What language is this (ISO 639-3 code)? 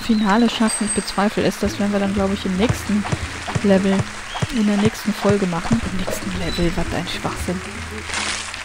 deu